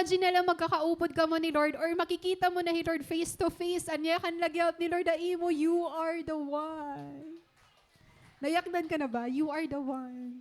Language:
Waray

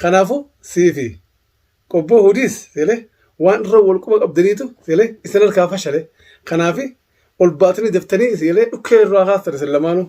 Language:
Oromo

